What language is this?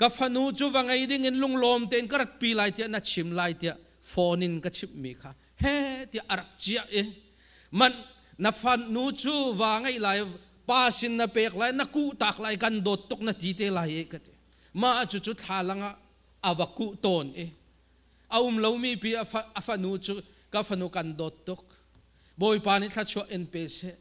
Hakha Chin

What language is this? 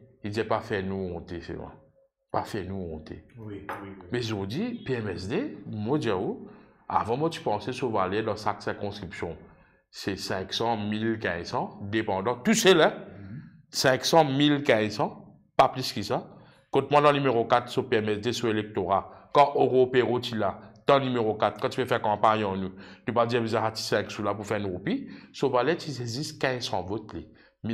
Morisyen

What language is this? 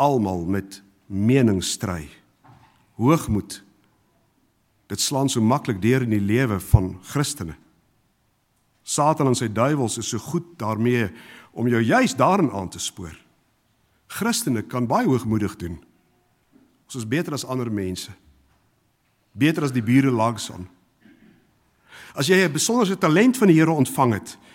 Afrikaans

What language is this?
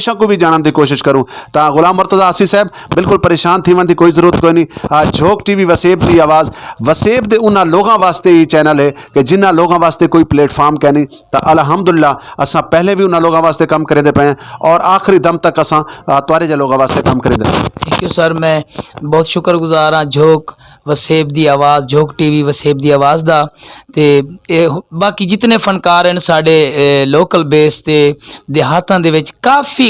Saraiki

